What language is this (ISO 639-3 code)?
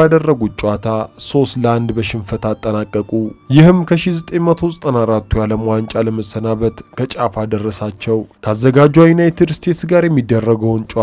amh